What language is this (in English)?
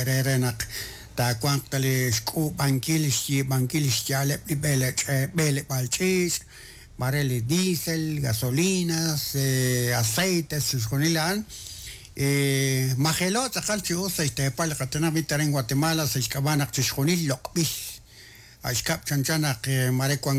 Kekchí